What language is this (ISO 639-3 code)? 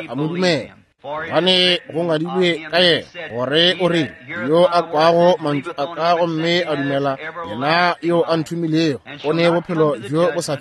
nso